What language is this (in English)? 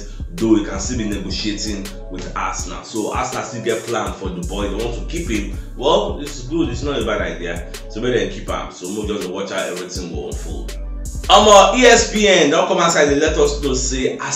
Nigerian Pidgin